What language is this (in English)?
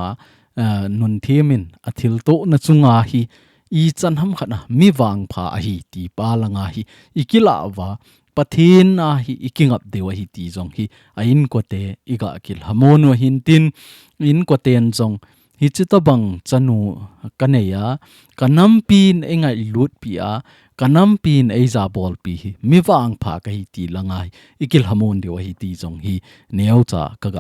Thado Chin